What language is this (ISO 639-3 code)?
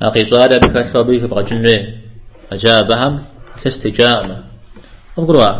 kbd